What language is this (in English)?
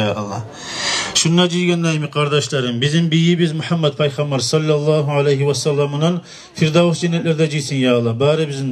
Kumyk